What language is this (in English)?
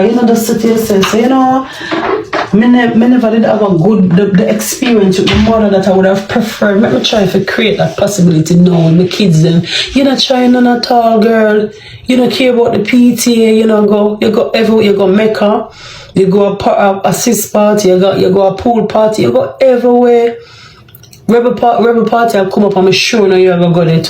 Jamaican Creole English